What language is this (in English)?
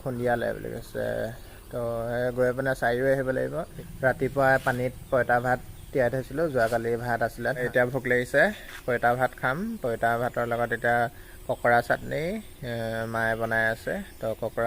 Assamese